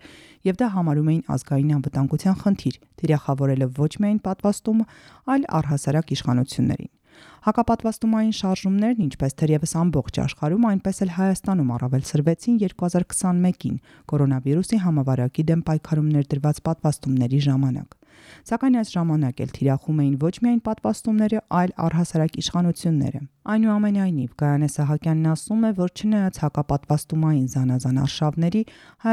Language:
Armenian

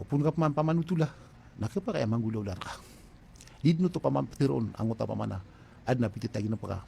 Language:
Maranao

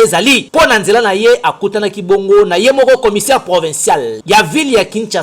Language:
Lingala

